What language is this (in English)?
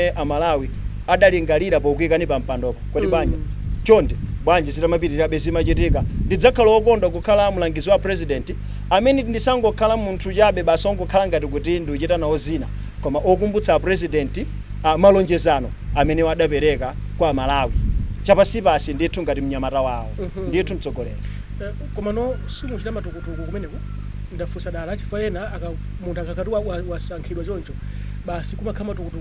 Nyanja